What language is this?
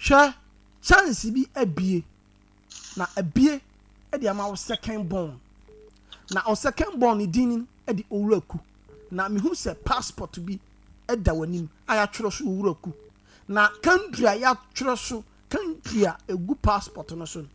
Akan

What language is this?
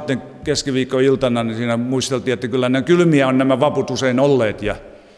Finnish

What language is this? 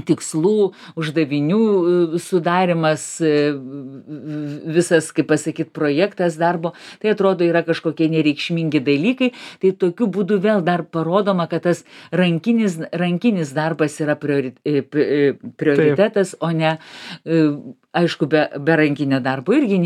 Lithuanian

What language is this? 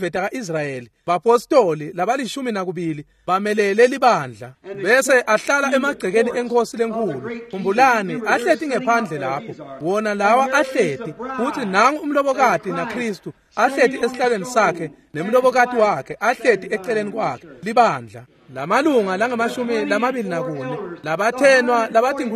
Swati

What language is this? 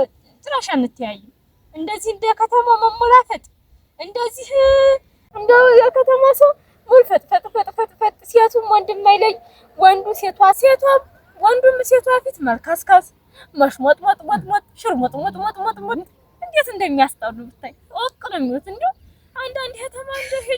Amharic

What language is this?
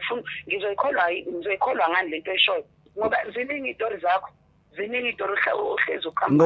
Zulu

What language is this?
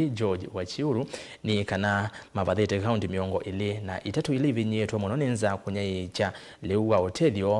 Kamba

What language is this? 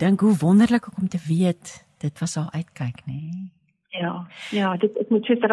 Afrikaans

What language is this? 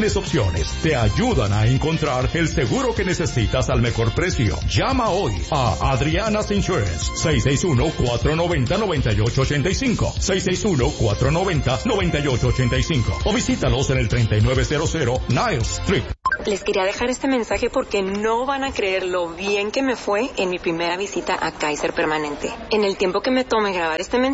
Spanish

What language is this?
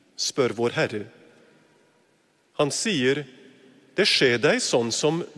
Norwegian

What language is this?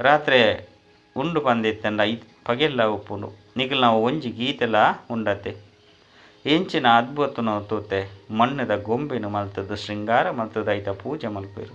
Tulu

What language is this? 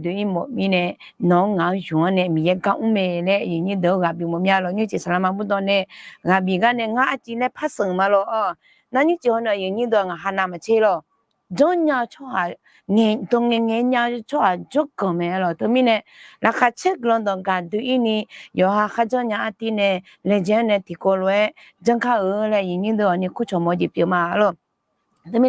Akha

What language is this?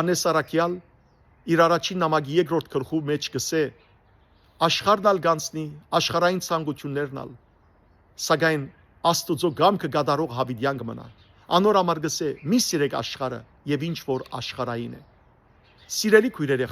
Western Armenian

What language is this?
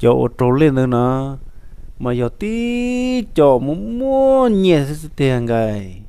Hmong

